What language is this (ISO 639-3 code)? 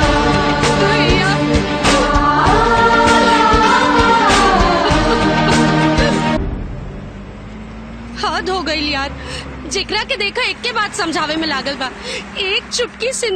bho